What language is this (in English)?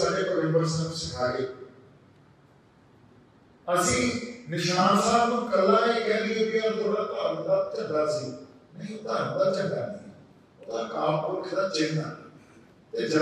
Punjabi